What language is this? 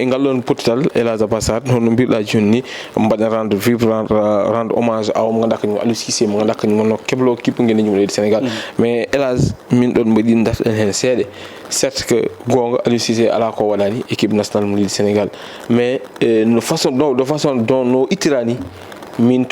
Fula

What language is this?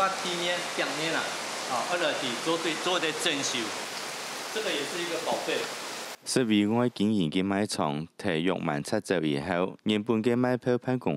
Hakka Chinese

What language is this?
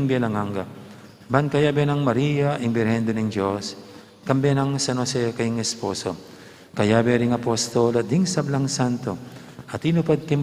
Pampanga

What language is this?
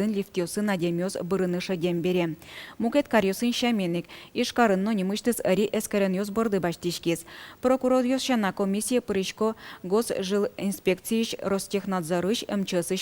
Udmurt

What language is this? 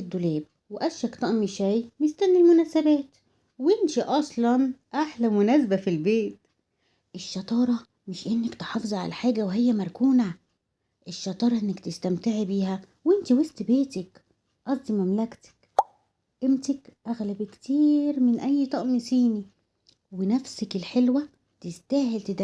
Egyptian Arabic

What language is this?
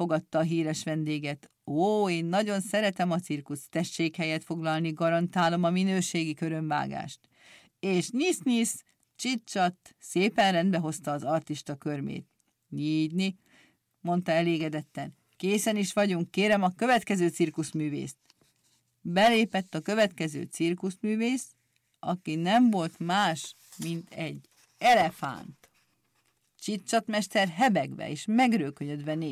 Hungarian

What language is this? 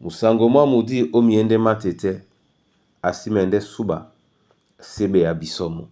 Duala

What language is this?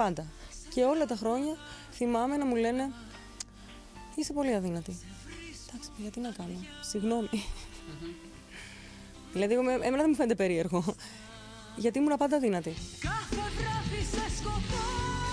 Greek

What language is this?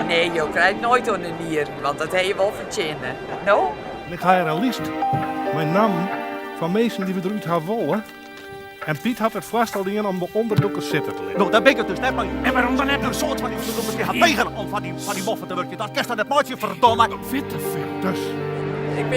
Western Frisian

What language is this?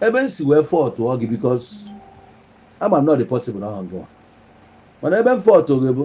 Igbo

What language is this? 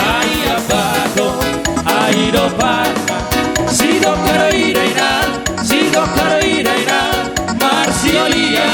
Batak Toba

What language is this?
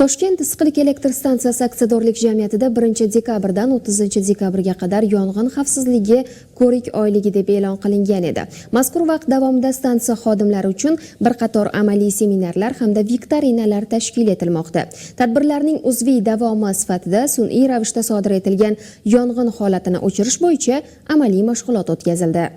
Uzbek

